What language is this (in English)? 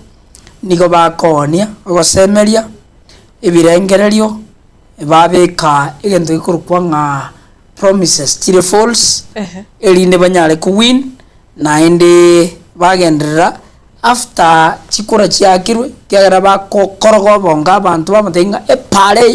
Gusii